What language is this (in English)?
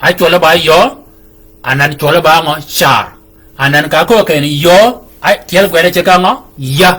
Shilluk